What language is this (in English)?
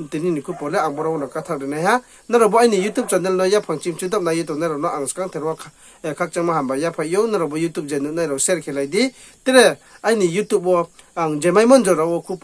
Riang (India)